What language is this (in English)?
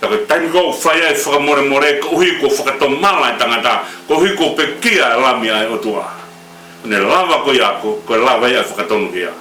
Tongan